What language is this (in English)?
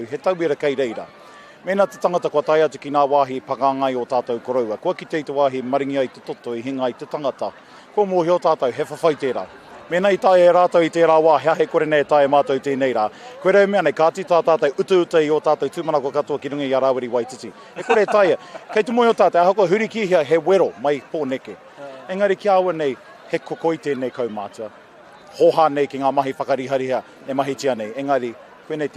Māori